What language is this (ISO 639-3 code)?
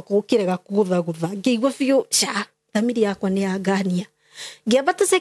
kik